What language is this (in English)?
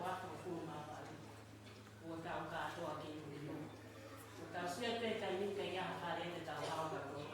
Tongan